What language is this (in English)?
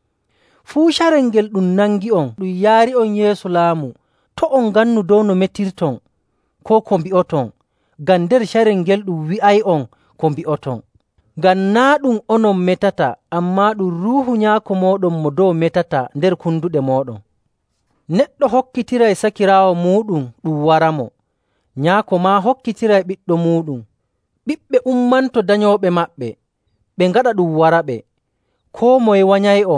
Nigerian Fulfulde